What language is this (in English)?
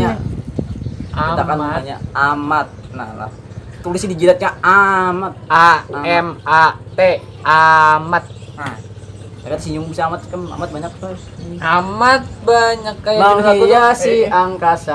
Banjar